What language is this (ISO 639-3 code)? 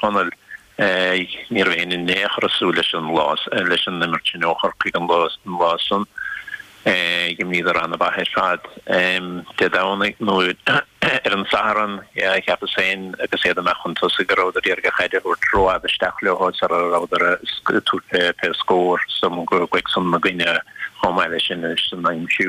gle